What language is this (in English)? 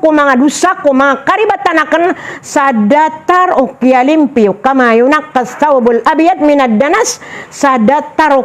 Maranao